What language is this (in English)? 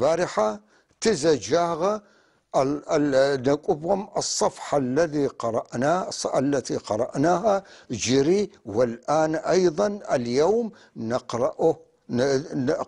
North Levantine Arabic